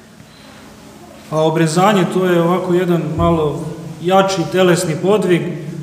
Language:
Serbian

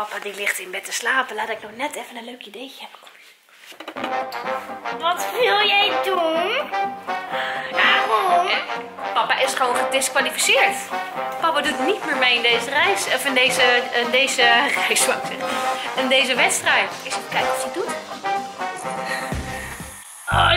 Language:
Dutch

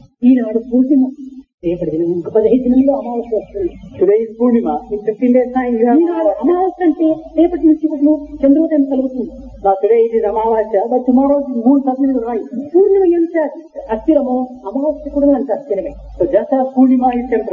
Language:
Telugu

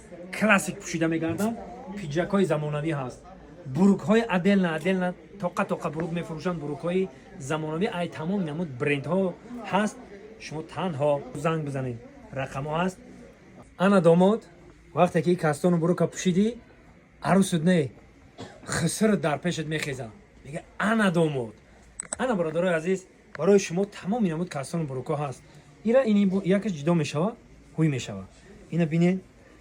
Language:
Tajik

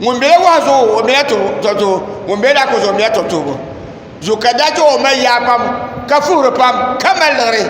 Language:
Dagbani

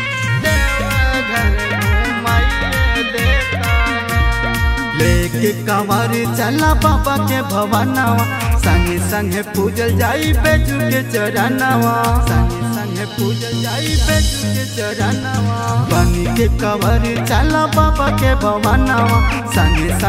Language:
Bhojpuri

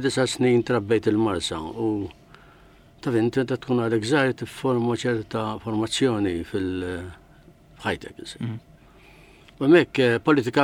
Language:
Maltese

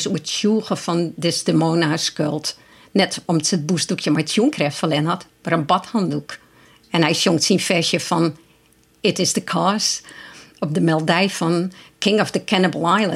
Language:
Western Frisian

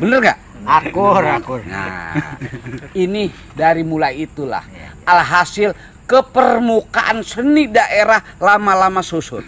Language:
Betawi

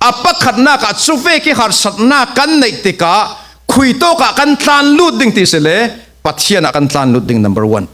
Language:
Falam Chin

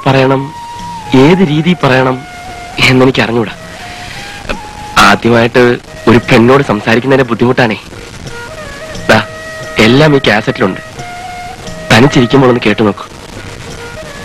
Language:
Malayalam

